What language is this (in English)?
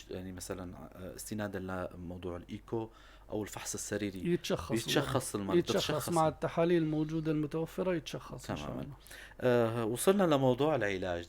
North Levantine Arabic